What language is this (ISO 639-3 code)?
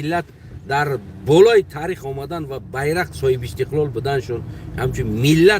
tgk